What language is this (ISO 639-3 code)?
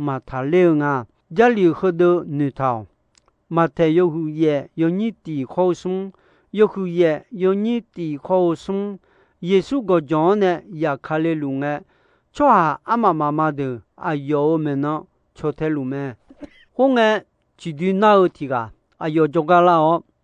ahk